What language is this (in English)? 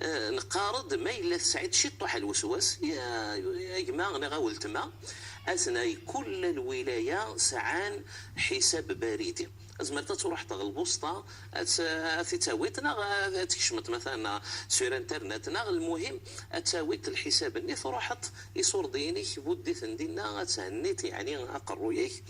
Moroccan Arabic